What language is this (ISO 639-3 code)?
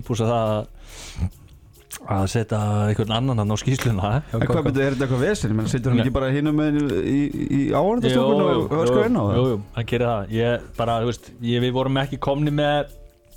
isl